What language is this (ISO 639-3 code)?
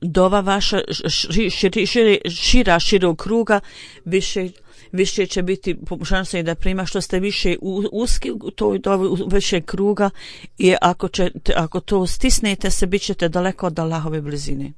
bos